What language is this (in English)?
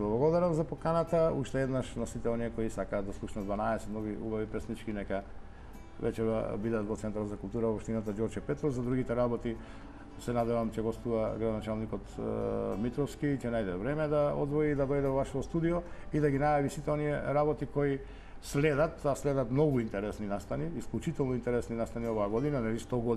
Macedonian